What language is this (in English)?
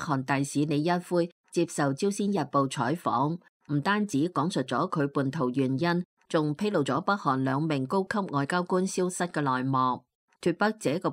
Cantonese